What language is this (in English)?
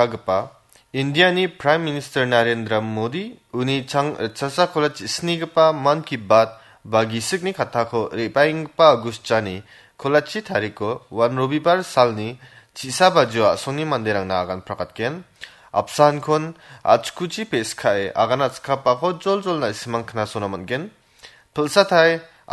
Garo